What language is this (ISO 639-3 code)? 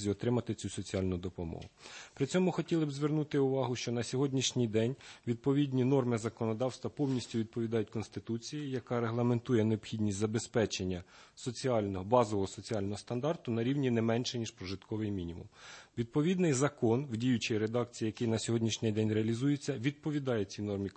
ukr